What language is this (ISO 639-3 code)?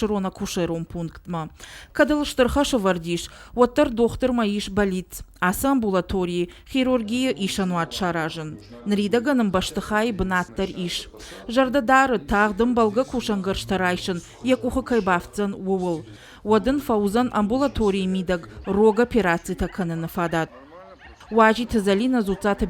oss